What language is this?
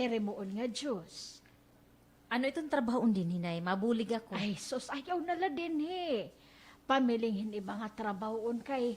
Waray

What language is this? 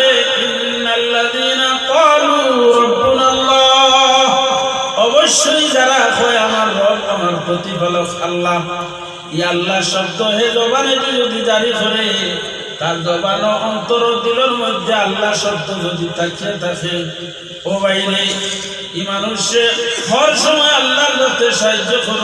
Sylheti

